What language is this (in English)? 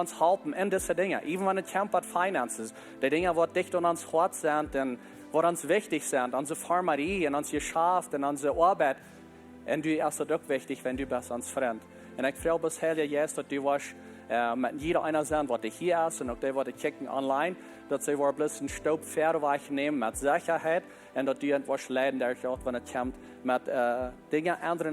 Plautdietsch